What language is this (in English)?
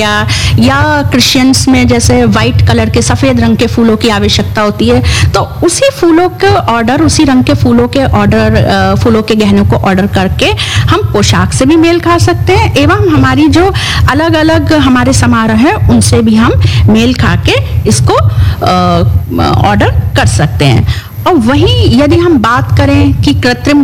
Hindi